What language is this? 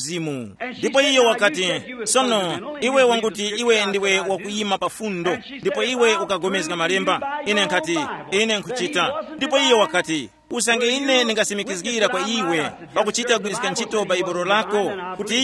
Tumbuka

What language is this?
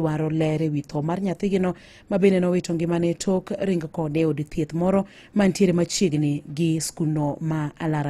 Luo (Kenya and Tanzania)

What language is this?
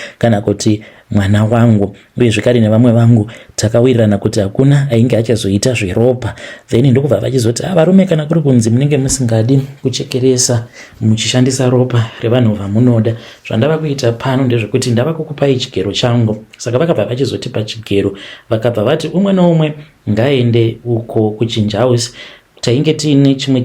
Shona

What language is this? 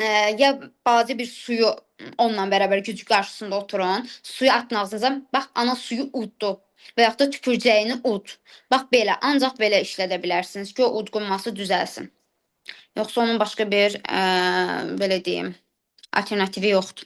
Azerbaijani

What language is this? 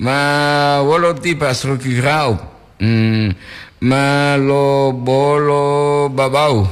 Gorontalo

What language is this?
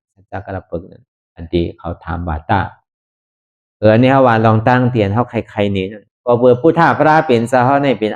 Shan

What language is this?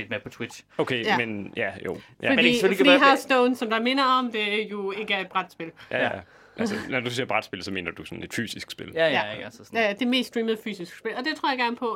Danish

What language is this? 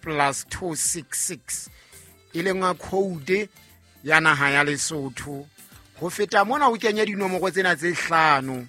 Southern Sotho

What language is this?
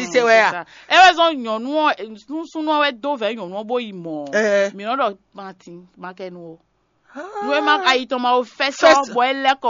Fon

